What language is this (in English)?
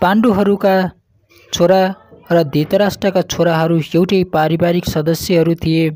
Nepali